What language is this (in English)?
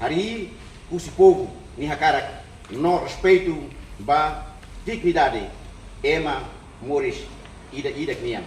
Tetum